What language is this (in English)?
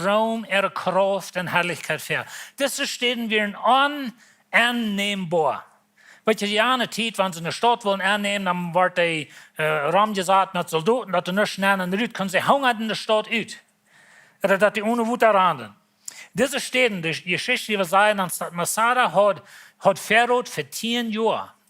Plautdietsch